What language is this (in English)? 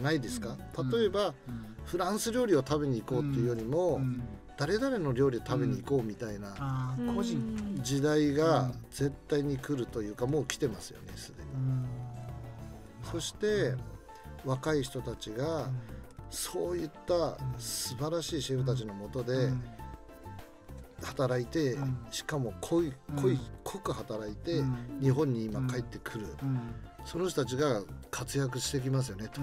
Japanese